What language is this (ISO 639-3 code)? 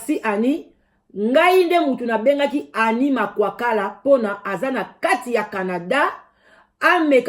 lin